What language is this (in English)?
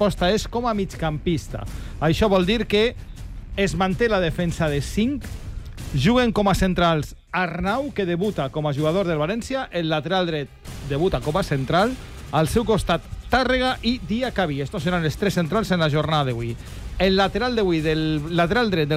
Catalan